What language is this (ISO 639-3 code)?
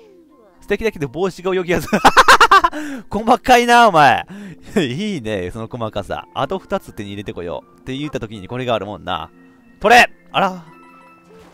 jpn